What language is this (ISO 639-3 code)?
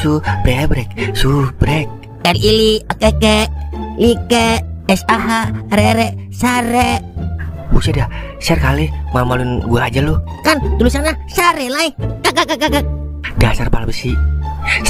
bew